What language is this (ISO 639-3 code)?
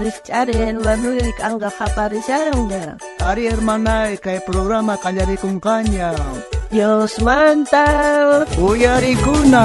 quh